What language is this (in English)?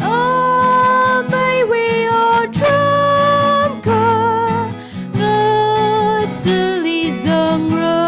Tangkhul Naga (India)